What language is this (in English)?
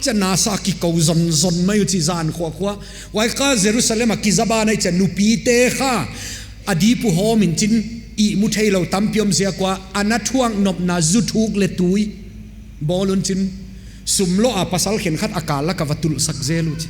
Paite Chin